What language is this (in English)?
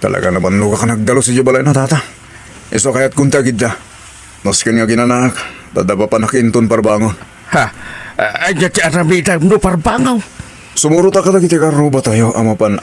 Iloko